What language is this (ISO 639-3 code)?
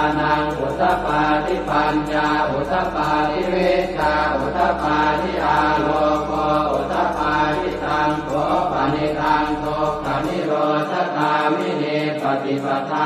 pli